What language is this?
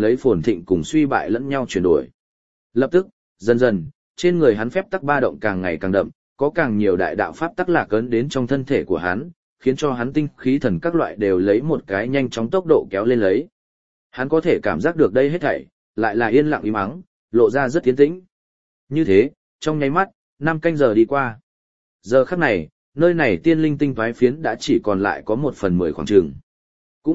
Vietnamese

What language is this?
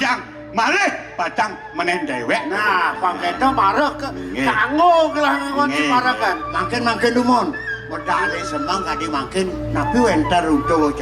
Balinese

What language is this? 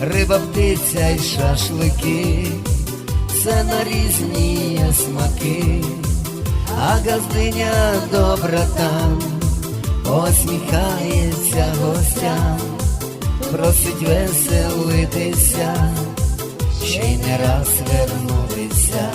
Rusyn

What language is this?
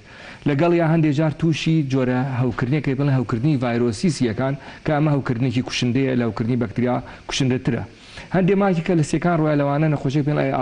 Central Kurdish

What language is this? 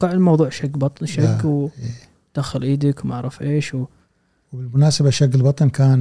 Gulf Arabic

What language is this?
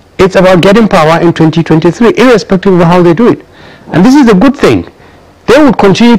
Nigerian Pidgin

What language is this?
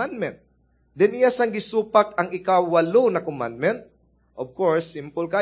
Cebuano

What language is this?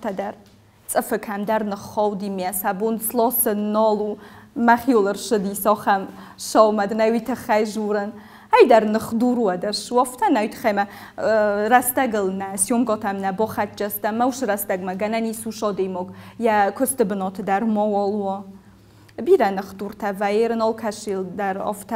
Ossetic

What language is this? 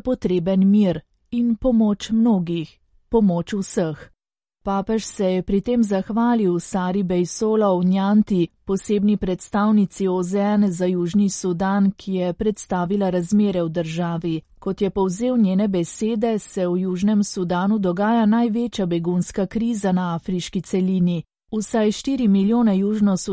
Slovenian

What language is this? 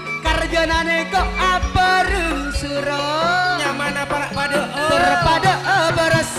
Madurese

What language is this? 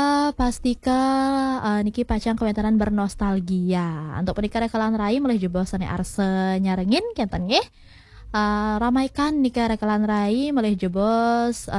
Balinese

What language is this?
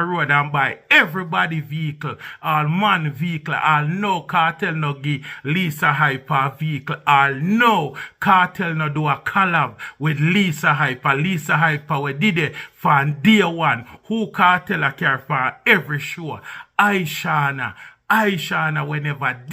Jamaican Creole English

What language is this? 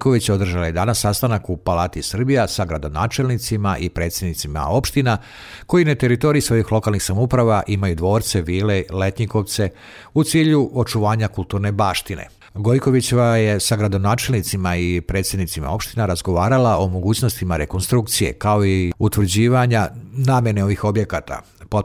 Serbian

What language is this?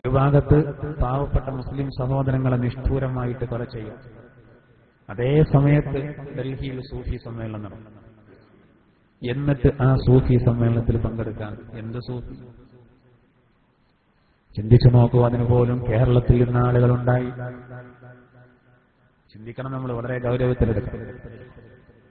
Malayalam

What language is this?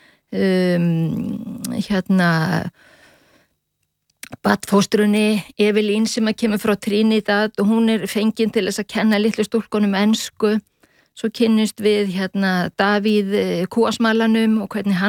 Icelandic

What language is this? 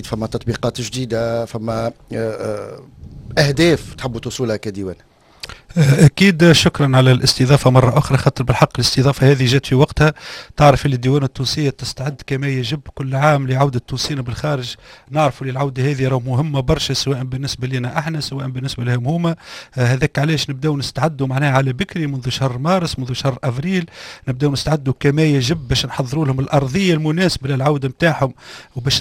Tunisian Arabic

